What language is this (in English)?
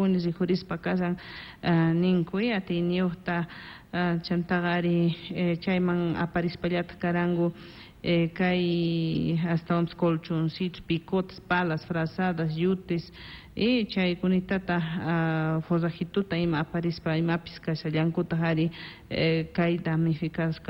South Bolivian Quechua